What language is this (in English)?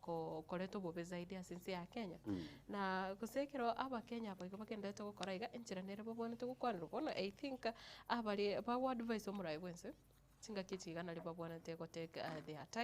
Gusii